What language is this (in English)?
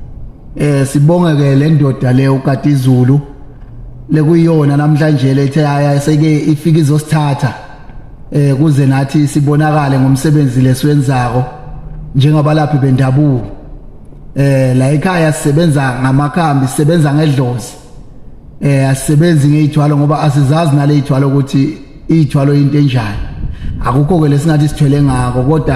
Zulu